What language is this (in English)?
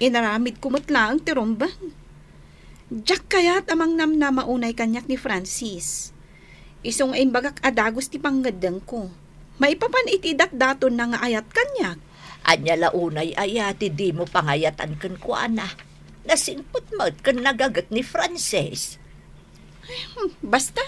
Iloko